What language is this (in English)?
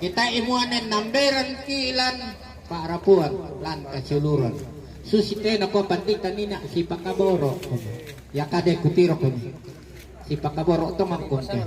Toraja-Sa'dan